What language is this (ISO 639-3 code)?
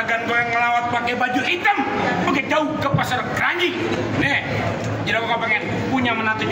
bew